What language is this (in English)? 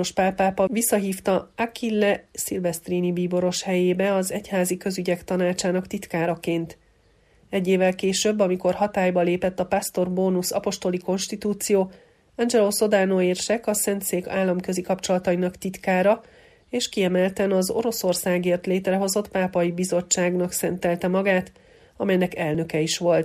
Hungarian